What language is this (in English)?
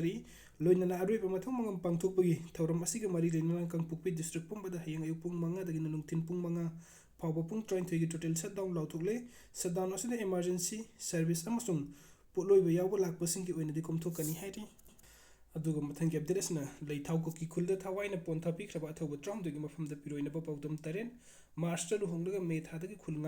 Manipuri